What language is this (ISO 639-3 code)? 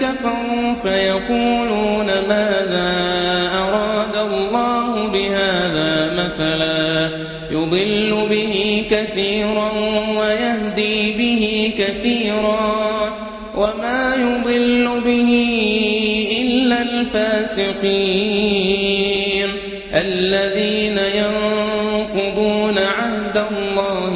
ara